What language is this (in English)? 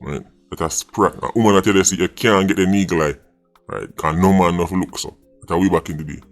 Jamaican Creole English